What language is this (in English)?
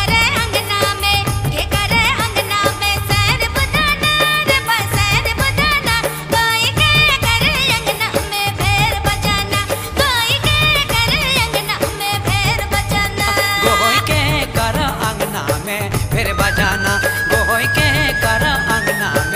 Sadri